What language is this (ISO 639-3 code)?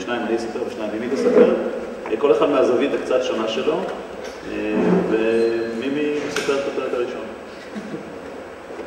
heb